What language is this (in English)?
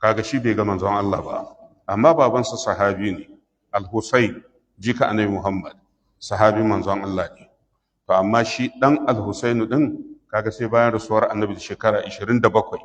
Hausa